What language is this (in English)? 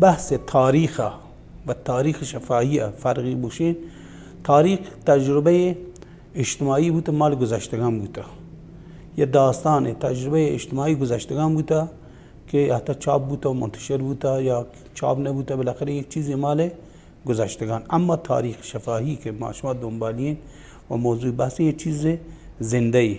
Baluchi